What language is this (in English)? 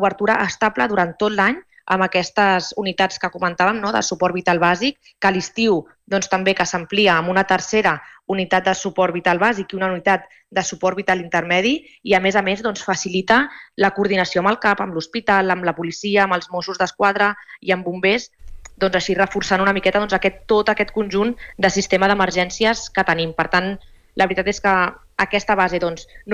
Catalan